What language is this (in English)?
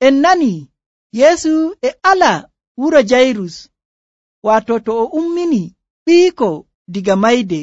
Nigerian Fulfulde